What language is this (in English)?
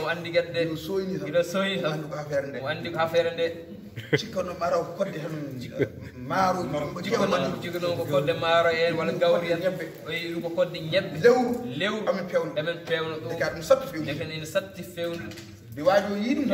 Fula